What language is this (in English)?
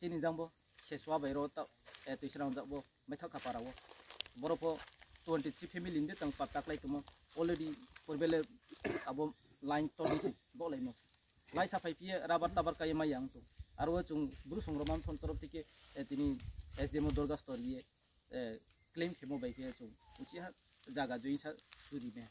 Riang (India)